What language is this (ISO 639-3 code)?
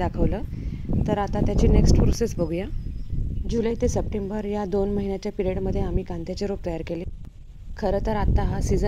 mar